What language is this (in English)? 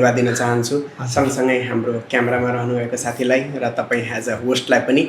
Nepali